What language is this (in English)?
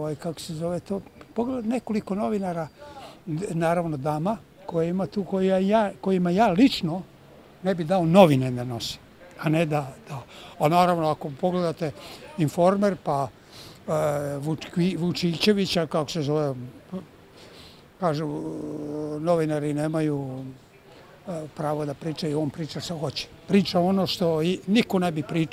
Serbian